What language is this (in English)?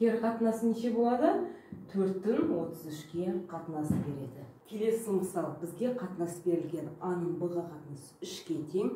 Kazakh